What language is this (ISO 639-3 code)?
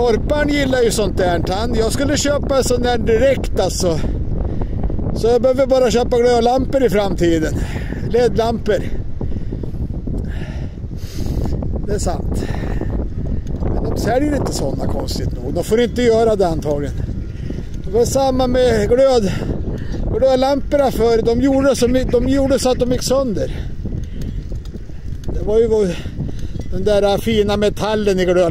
swe